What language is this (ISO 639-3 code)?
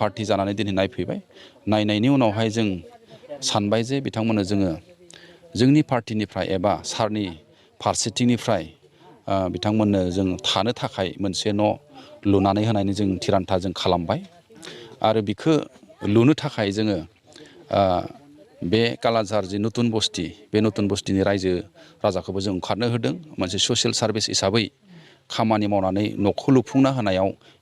brx